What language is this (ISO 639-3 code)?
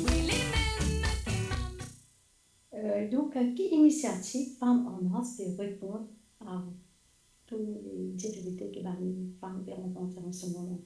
mfe